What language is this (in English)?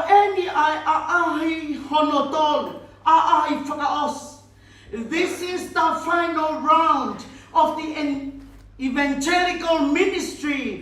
Tongan